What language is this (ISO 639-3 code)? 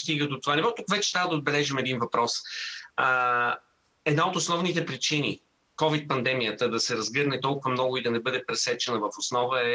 bul